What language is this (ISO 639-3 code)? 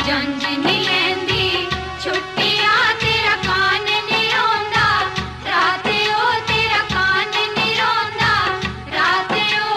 doi